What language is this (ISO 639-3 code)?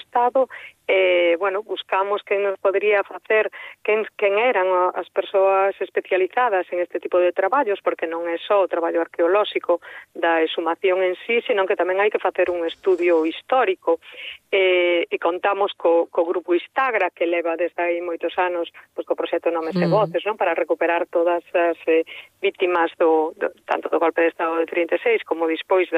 glg